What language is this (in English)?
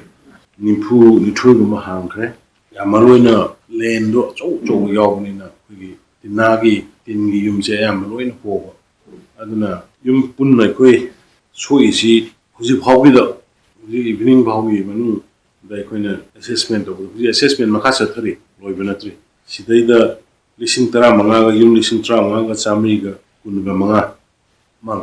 Manipuri